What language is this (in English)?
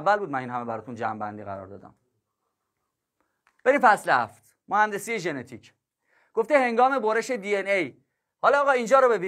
Persian